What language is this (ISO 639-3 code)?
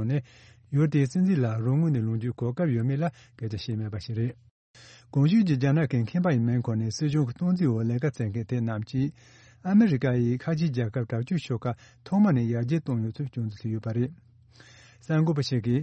bod